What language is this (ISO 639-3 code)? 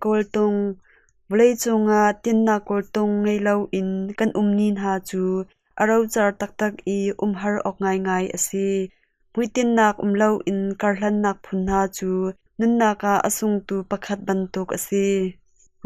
cnh